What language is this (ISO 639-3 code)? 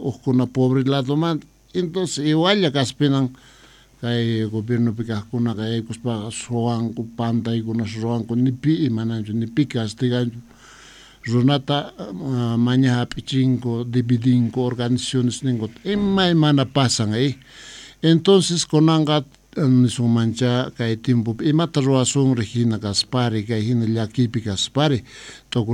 que